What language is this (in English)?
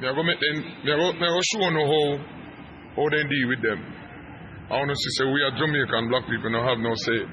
Jamaican Creole English